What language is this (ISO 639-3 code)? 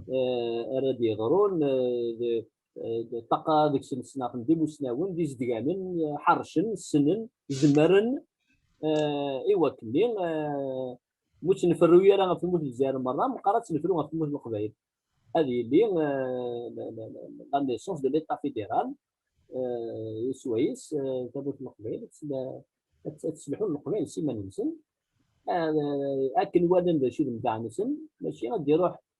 kab